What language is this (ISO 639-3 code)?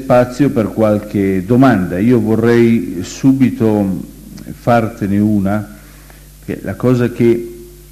ita